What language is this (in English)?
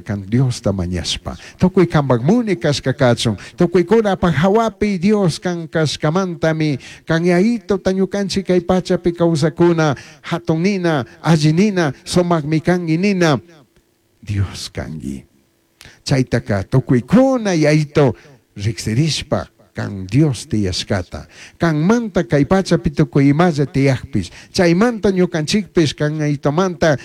Chimborazo Highland Quichua